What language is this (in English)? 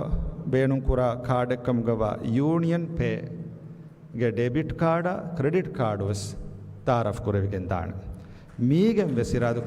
Divehi